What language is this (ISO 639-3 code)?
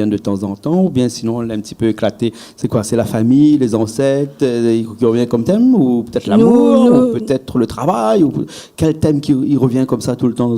rcf